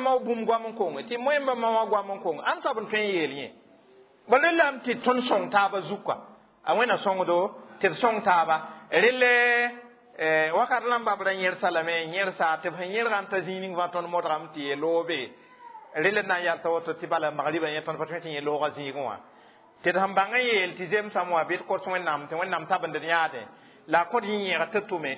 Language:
Mossi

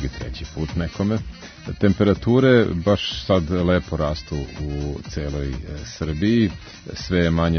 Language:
Serbian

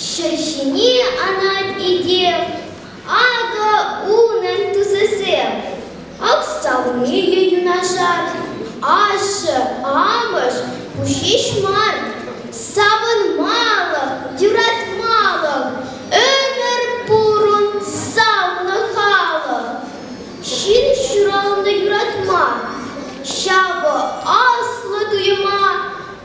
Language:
Chuvash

